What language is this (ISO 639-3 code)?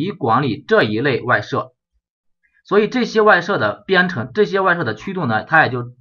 zho